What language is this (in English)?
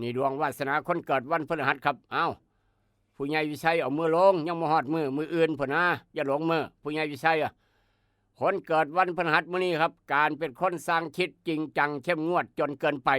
Northeastern Thai